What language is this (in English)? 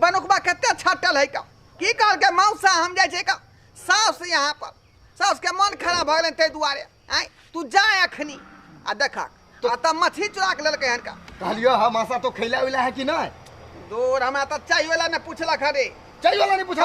Maithili